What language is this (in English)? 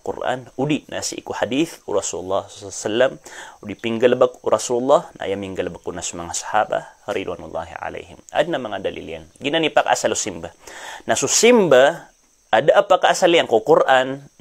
Maranao